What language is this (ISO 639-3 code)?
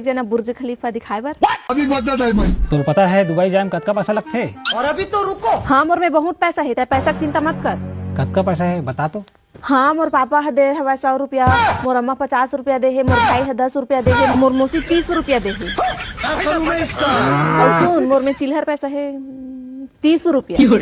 hne